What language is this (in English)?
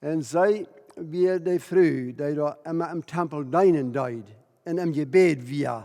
Plautdietsch